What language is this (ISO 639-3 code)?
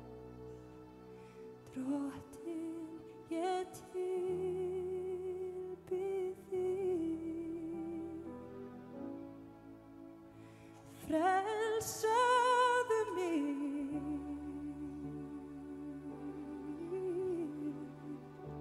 isl